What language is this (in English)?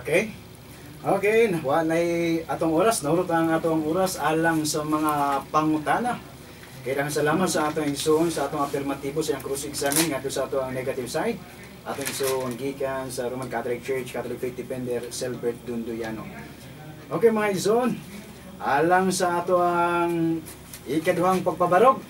Cebuano